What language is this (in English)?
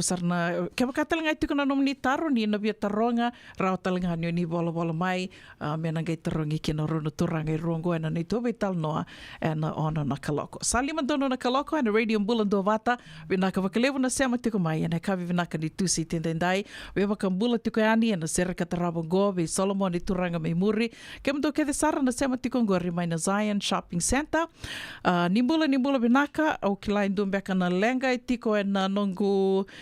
Fijian